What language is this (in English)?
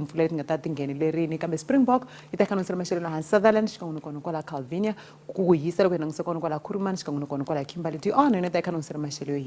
Tsonga